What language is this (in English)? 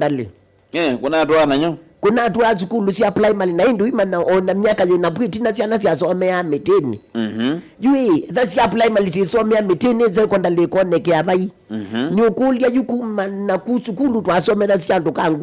Kamba